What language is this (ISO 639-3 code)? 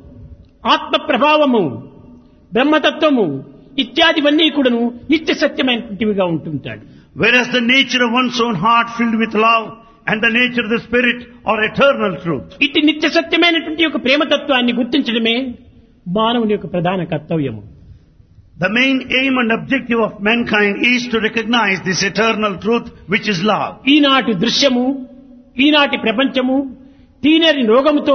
tel